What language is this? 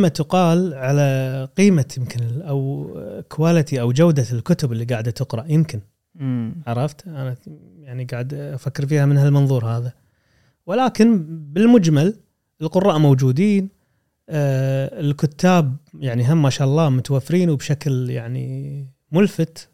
Gulf Arabic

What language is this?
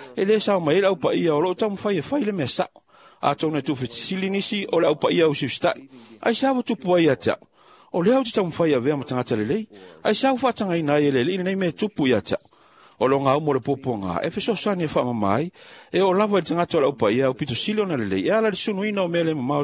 Samoan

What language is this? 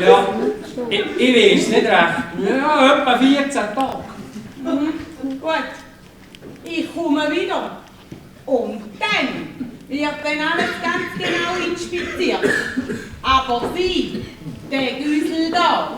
Swiss German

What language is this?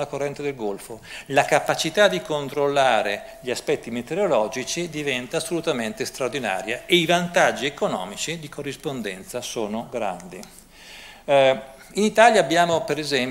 Italian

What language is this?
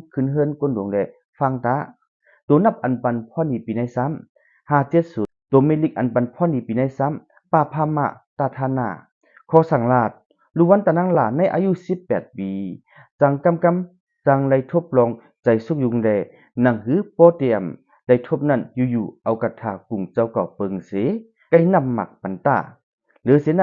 Shan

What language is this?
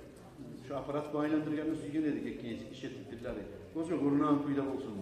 Kumyk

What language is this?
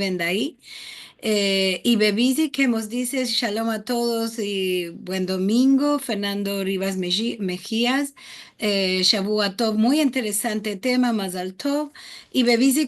Ladino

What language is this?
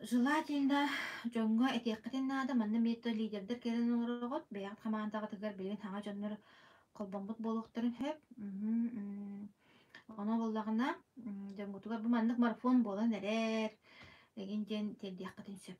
Yakut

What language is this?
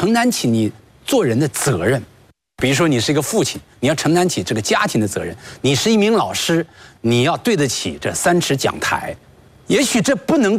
Chinese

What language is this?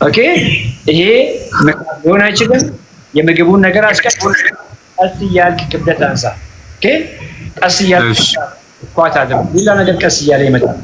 Amharic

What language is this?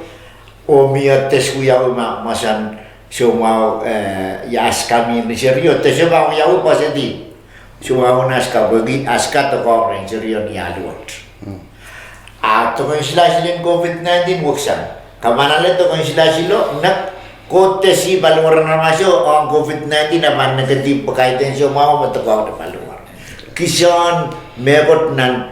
Pohnpeian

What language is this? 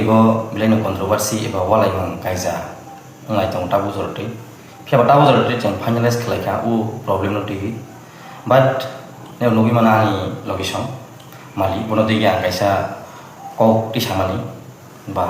Kok Borok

